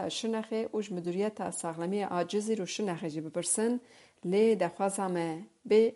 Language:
Kurdish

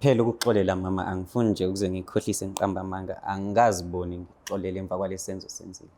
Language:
Zulu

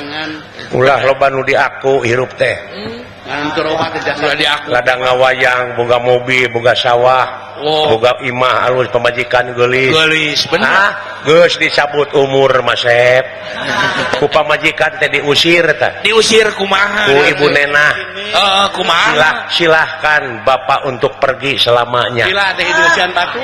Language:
Sundanese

